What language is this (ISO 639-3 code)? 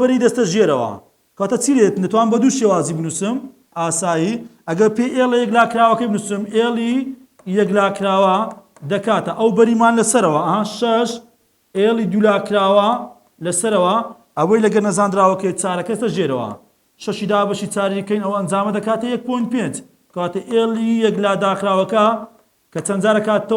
ckb